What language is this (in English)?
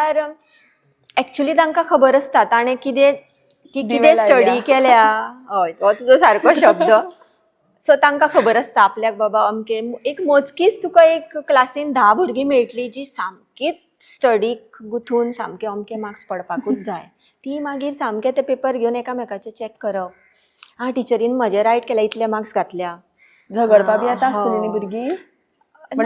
Konkani